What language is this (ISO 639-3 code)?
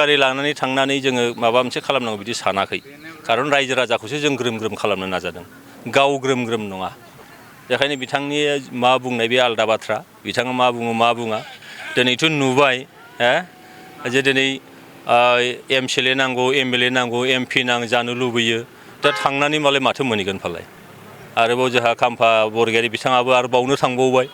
brx